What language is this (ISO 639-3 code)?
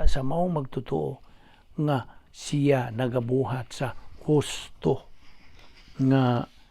ceb